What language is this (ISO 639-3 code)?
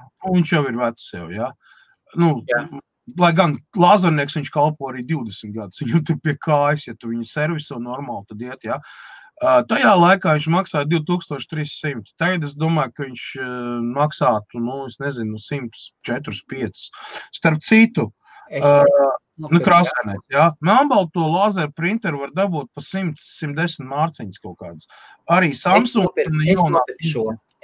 lav